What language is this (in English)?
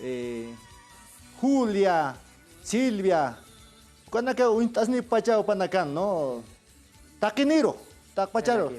Aymara